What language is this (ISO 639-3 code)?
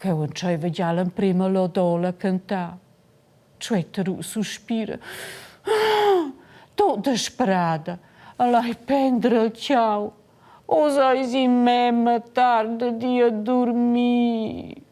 roh